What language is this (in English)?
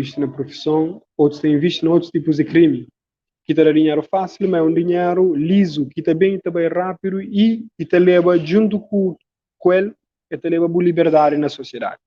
Kabuverdianu